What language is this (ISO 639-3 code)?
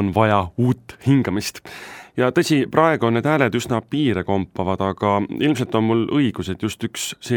est